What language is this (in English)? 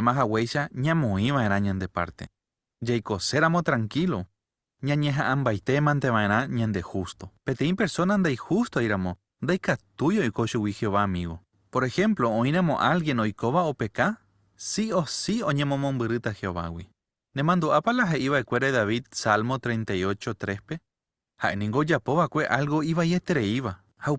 Guarani